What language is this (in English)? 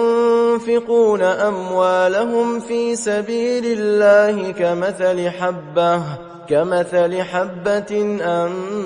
Arabic